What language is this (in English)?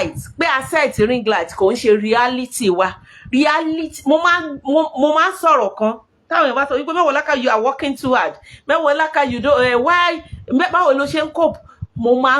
Yoruba